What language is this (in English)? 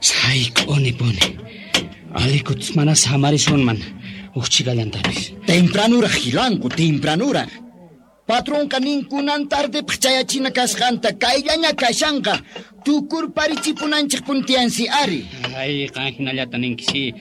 Quechua